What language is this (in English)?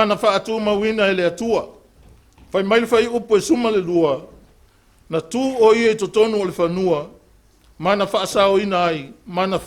Samoan